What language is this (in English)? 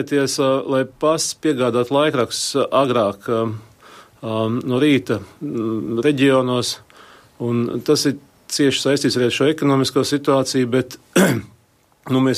Latvian